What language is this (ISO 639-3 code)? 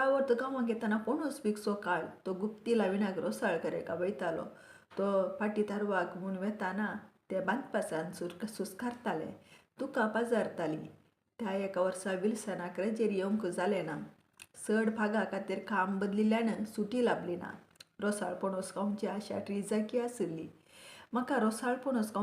kok